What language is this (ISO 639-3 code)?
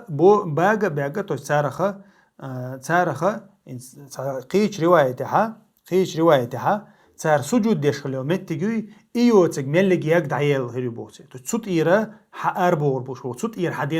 che